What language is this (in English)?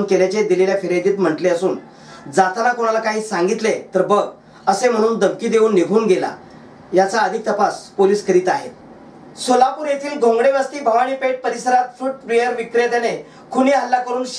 Marathi